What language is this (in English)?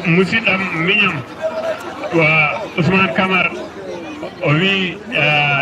Fula